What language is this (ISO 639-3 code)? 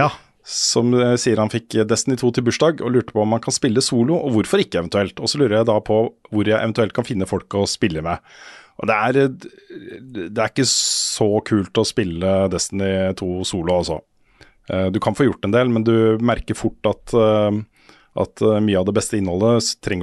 nor